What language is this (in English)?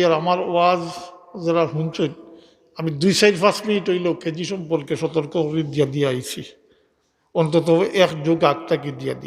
Sylheti